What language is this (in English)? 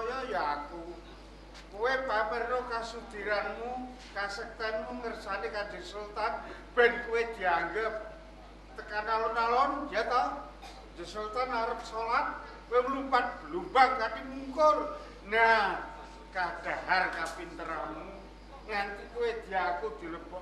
Javanese